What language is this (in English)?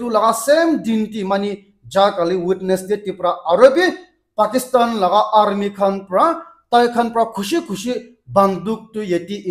Naga Pidgin